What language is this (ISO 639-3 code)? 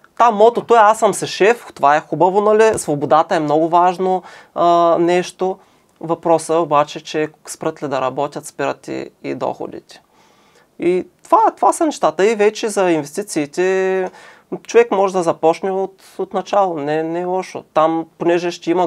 bul